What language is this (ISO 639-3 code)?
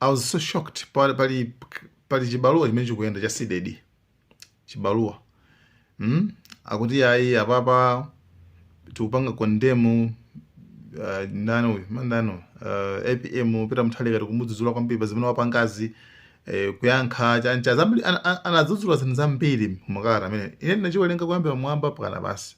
nya